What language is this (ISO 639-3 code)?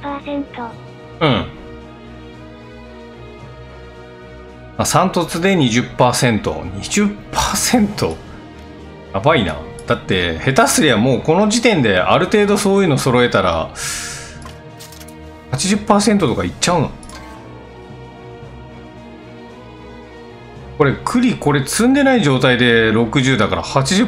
jpn